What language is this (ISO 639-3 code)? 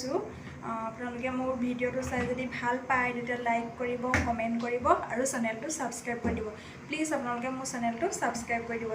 asm